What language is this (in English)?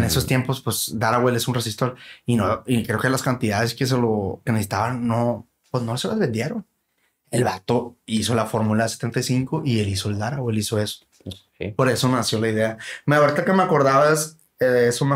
Spanish